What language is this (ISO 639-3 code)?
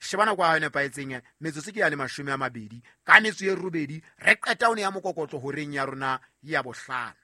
sot